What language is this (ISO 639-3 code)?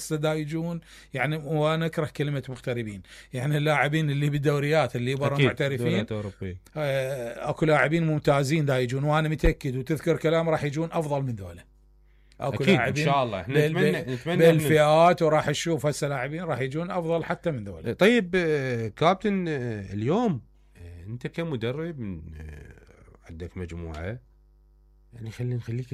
acm